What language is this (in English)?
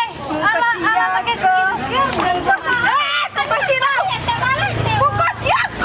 Minangkabau